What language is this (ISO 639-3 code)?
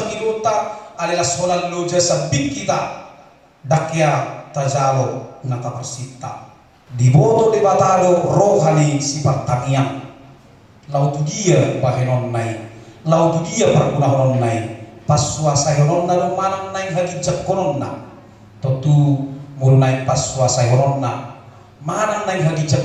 bbc